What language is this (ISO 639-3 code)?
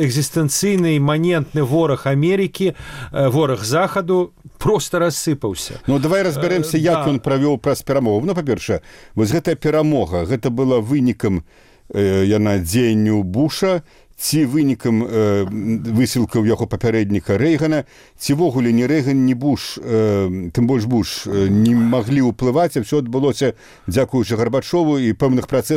bel